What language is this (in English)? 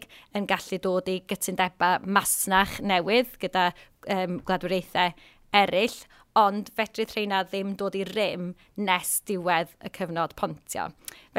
Welsh